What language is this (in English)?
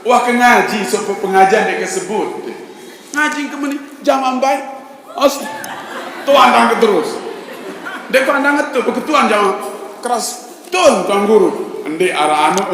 Sasak